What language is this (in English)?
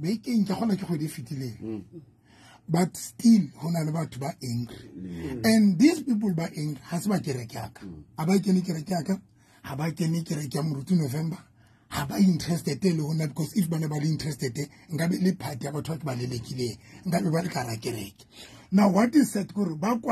Southern Sotho